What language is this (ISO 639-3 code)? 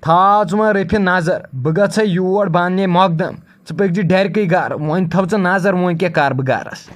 kas